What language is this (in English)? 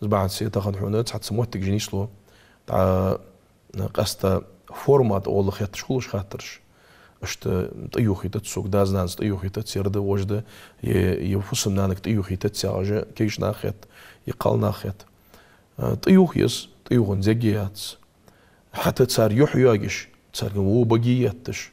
Ingush